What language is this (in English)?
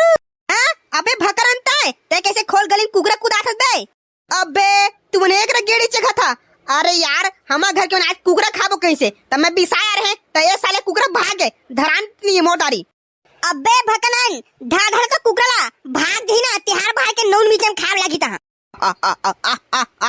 Chhattisgarhi